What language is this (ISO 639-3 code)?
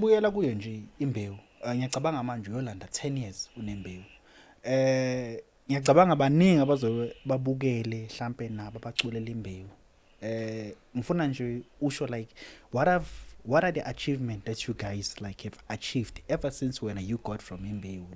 zul